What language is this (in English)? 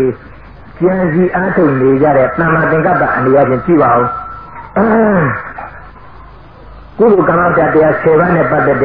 Burmese